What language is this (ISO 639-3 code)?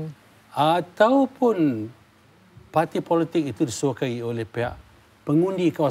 msa